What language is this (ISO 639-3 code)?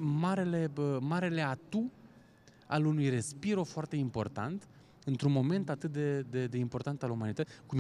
ron